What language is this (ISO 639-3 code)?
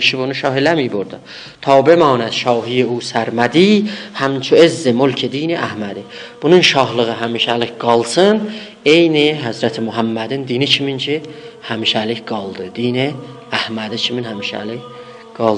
azb